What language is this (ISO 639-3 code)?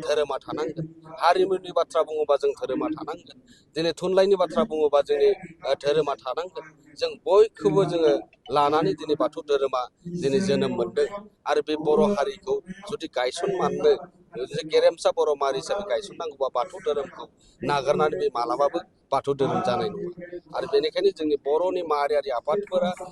brx